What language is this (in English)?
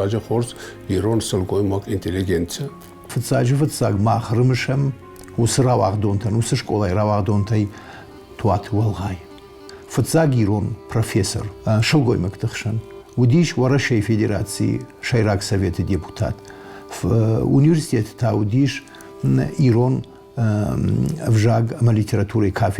Ossetic